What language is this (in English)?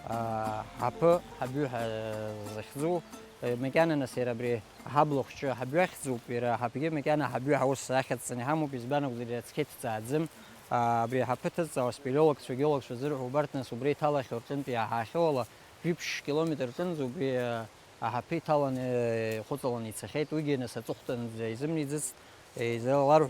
Abkhazian